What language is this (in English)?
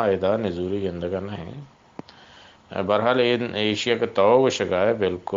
Eastern Balochi